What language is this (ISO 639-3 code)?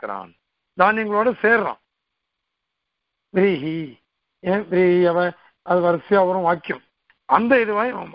tam